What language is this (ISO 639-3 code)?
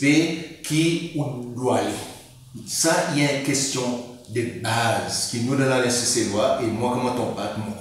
crs